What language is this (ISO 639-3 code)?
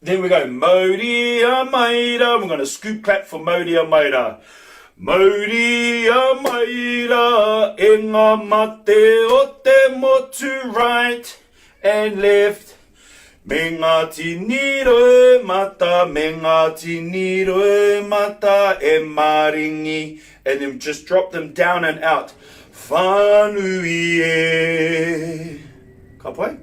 mri